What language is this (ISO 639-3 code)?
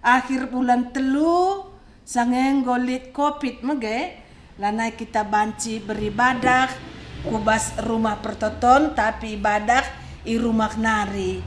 btx